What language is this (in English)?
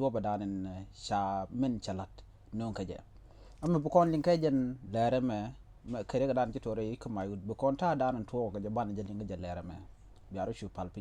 Nuer